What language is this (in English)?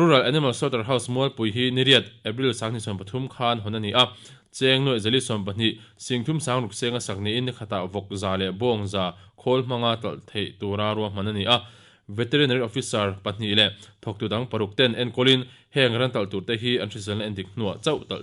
Mizo